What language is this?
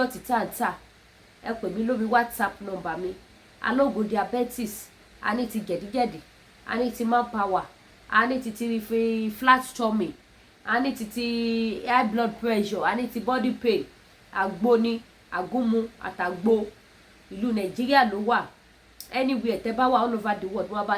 Yoruba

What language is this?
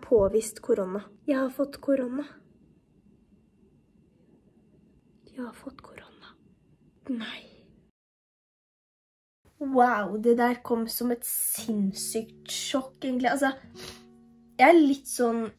Norwegian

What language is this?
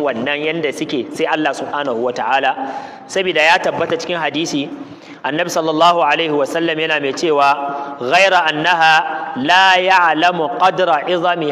Hausa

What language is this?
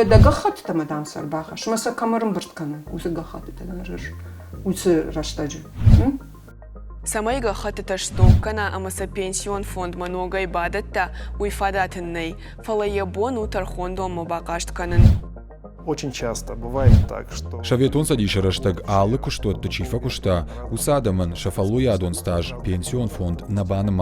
Ossetic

